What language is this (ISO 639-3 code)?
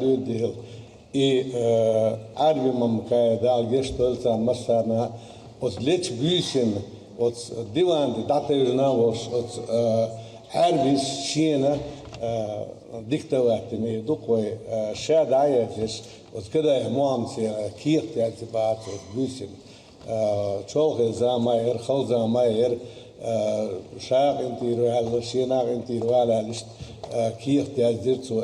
che